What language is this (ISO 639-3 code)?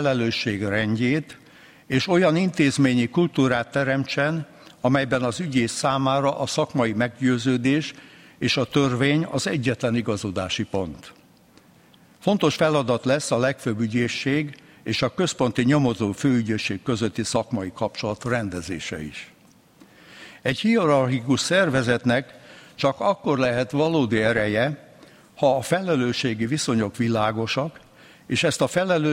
hun